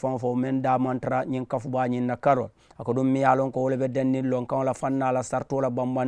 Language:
Mandingo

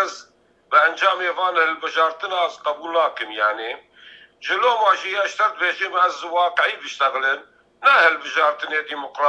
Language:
Kurdish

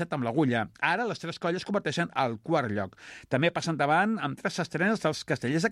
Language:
Catalan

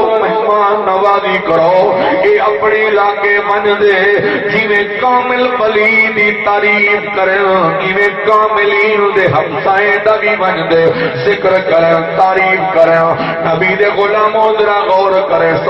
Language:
Saraiki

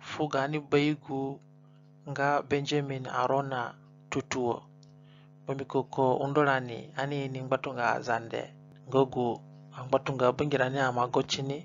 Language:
Zande (individual language)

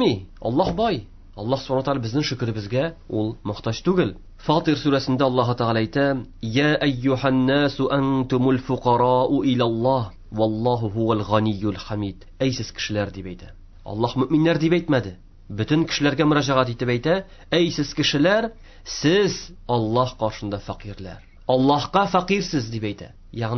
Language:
Tatar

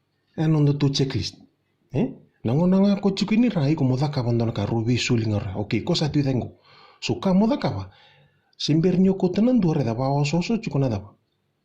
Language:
Fijian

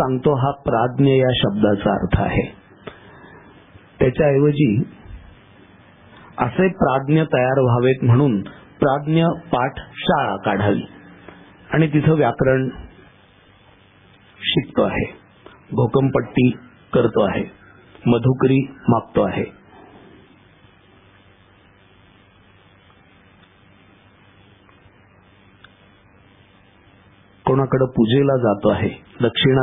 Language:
Marathi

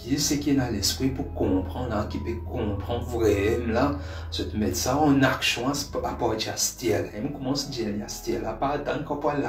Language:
Morisyen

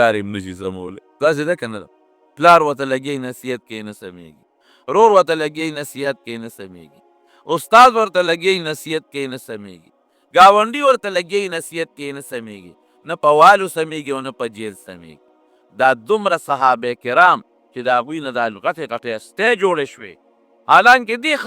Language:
Pashto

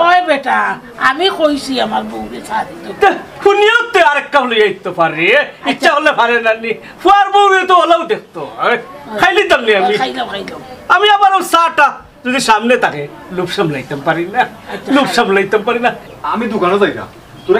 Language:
Sylheti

